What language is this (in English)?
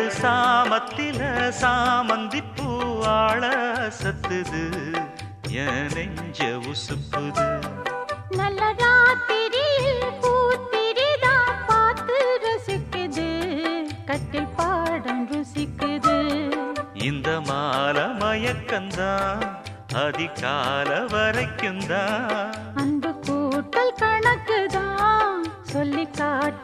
Tamil